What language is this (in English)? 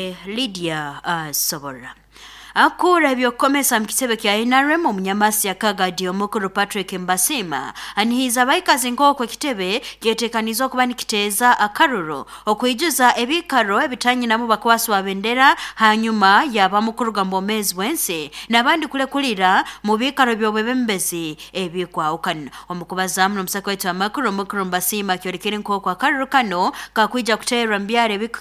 Nyoro